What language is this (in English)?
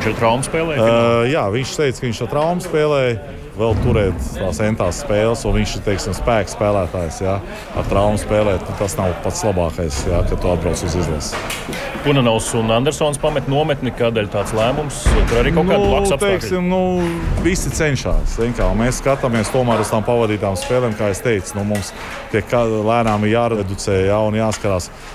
Latvian